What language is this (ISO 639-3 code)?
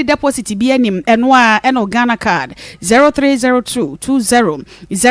aka